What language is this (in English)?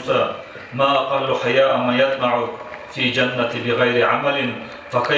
Kumyk